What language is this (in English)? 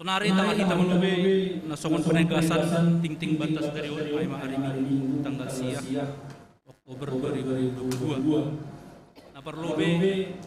Batak Simalungun